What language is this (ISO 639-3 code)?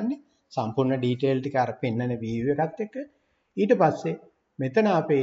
sin